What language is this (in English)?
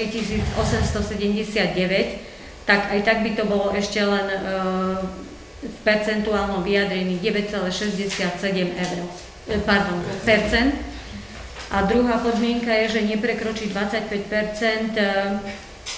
Slovak